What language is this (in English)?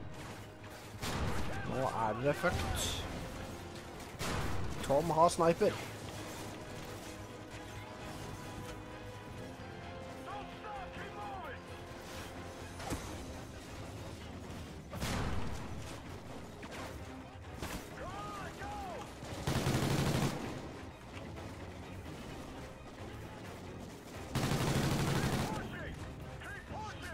Norwegian